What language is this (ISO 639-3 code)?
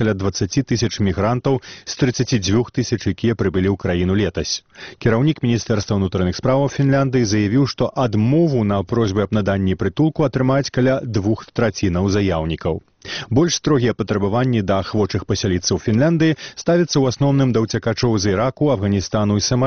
bel